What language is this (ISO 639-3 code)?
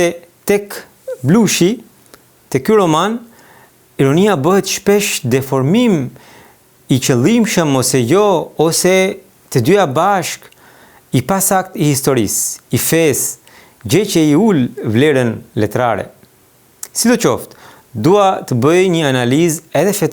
sqi